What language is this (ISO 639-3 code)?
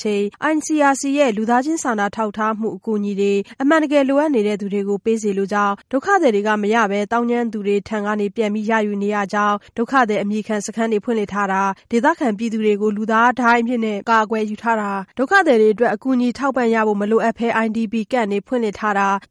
mya